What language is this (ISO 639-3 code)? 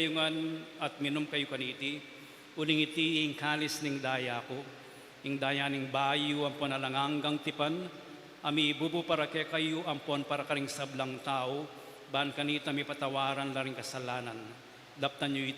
pam